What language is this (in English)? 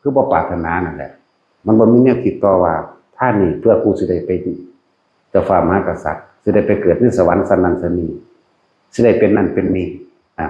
Northeastern Thai